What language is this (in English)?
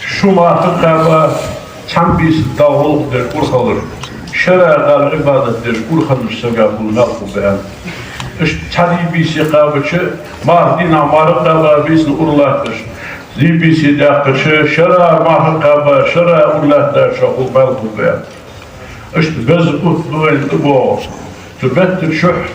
Ingush